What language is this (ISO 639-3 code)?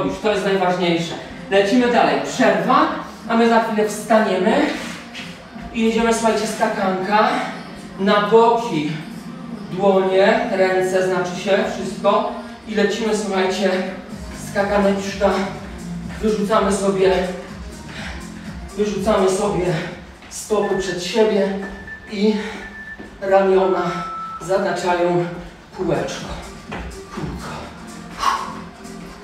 pol